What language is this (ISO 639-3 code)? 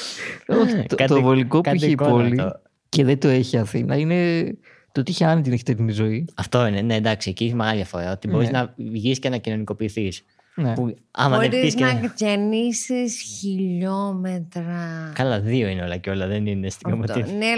ell